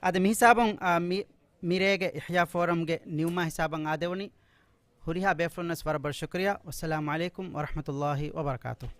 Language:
Divehi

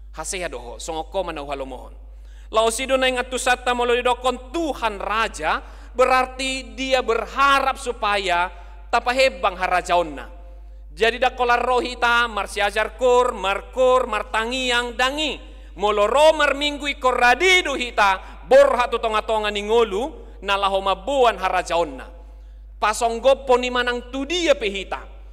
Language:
Batak Toba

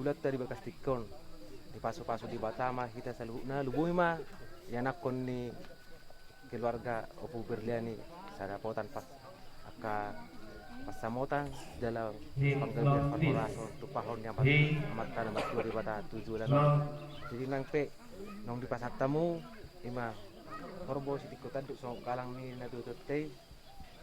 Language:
Batak Toba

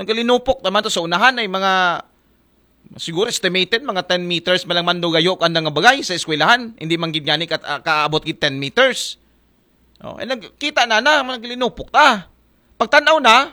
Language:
Aklanon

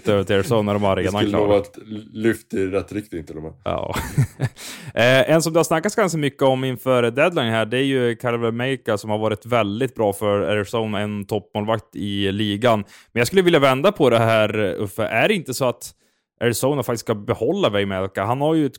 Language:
Swedish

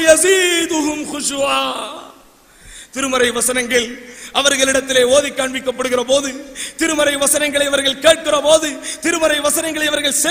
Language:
Tamil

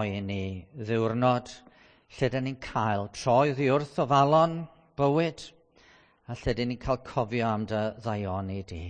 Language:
Welsh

